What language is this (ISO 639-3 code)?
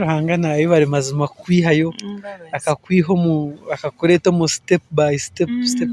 nyn